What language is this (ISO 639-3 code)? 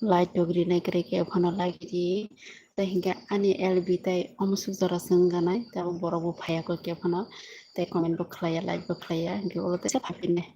trp